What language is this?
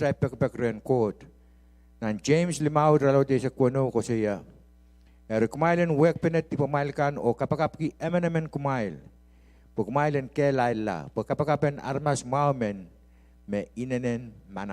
Pohnpeian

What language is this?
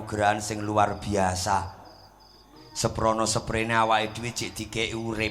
Javanese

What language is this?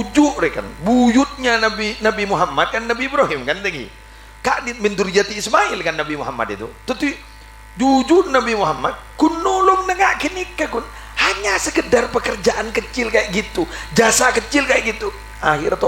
Madurese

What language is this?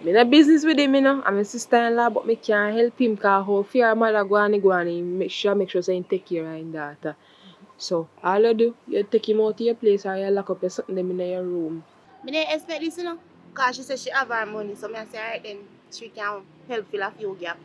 Jamaican Creole English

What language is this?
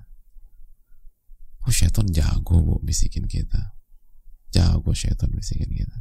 Indonesian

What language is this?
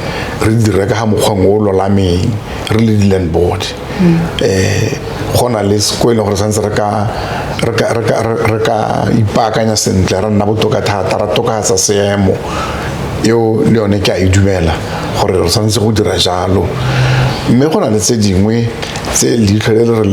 Tswana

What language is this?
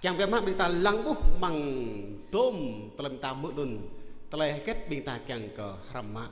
Jarai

